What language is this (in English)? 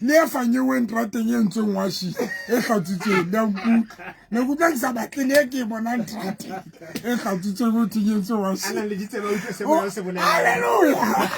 Southern Sotho